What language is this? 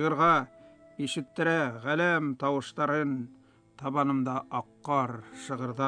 Bashkir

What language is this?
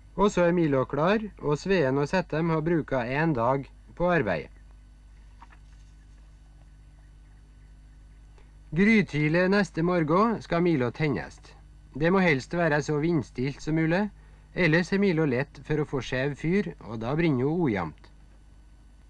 Norwegian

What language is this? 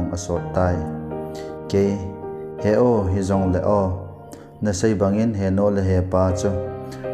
Thado Chin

